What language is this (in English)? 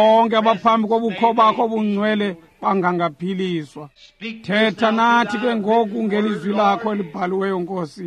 Xhosa